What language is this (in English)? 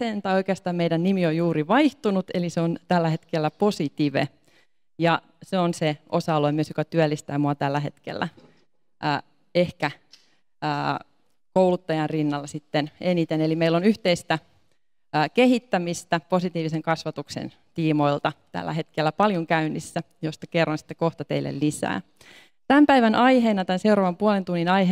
Finnish